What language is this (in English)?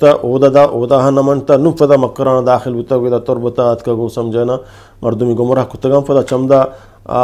Eastern Balochi